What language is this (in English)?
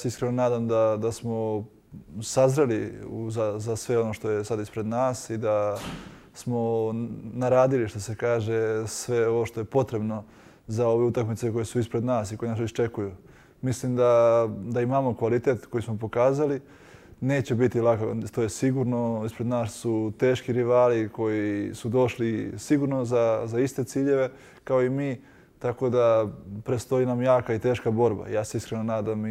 Serbian